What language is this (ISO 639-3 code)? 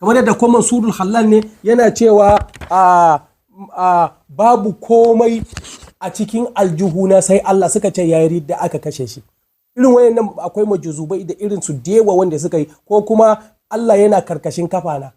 hau